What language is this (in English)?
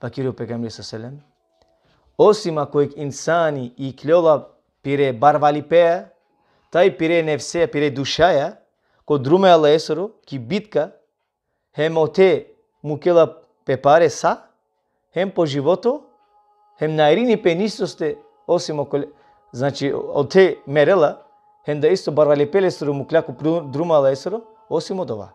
Balkan Romani